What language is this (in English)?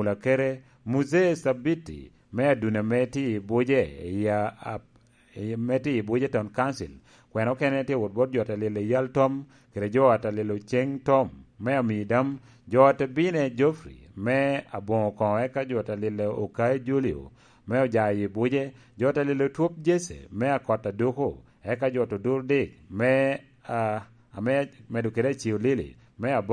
Lango (Uganda)